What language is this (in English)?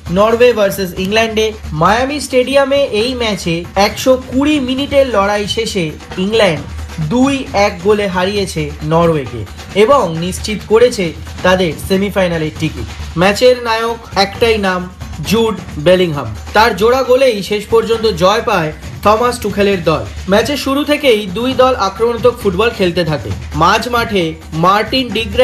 Bangla